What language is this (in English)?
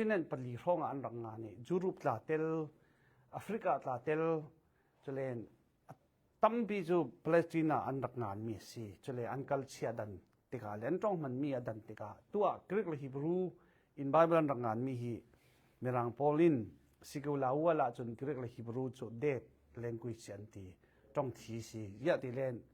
Falam Chin